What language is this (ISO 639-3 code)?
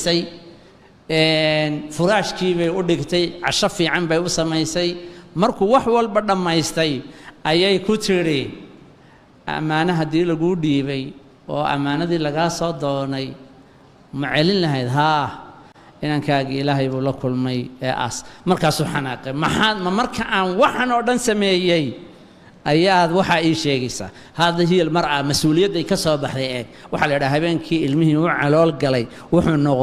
som